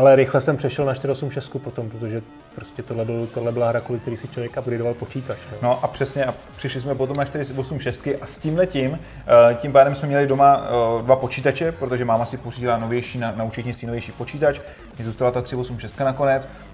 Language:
Czech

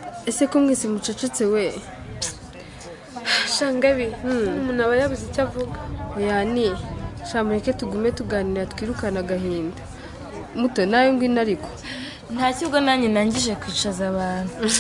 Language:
Kinyarwanda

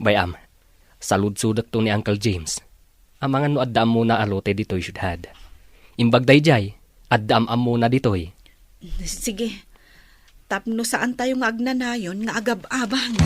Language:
Iloko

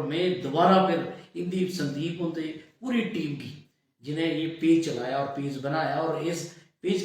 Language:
Dogri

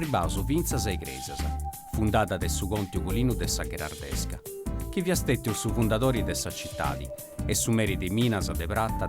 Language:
Sardinian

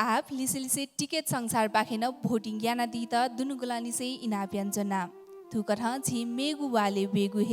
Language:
Newari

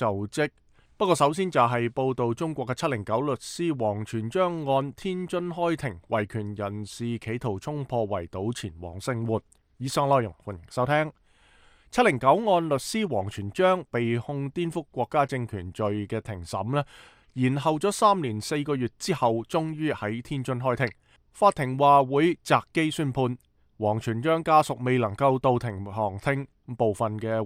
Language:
Cantonese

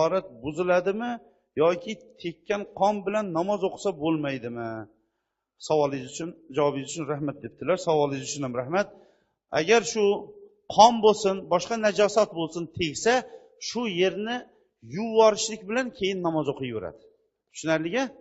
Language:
Uzbek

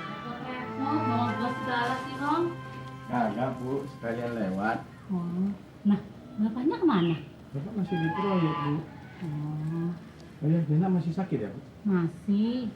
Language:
Betawi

